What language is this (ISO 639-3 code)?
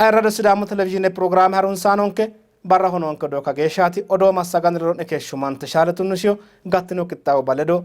sid